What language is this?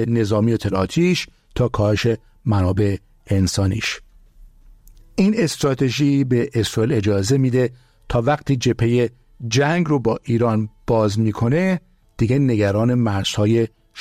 Persian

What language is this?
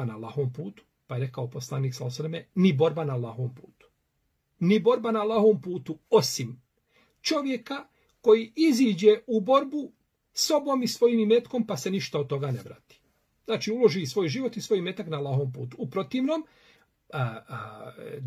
Bosnian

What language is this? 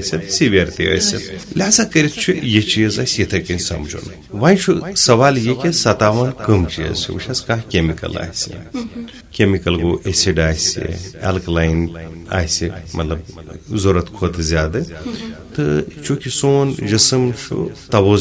Kashmiri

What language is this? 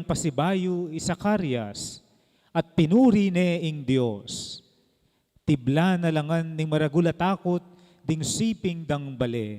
Pampanga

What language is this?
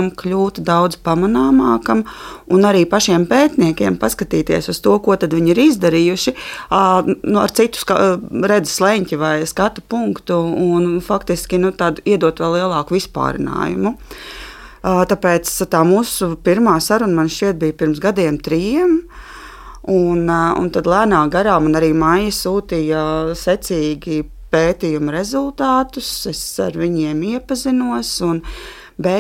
Latvian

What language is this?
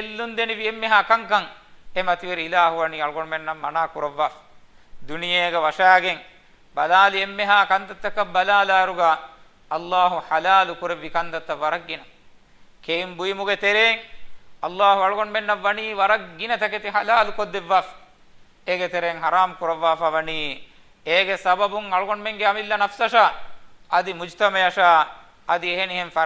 Divehi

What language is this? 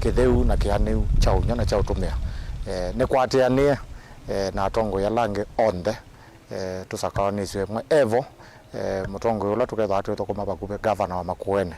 Kamba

